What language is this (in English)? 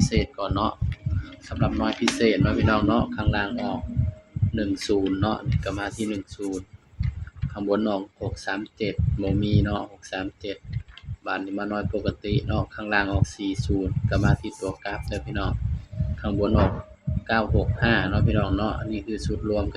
Northeastern Thai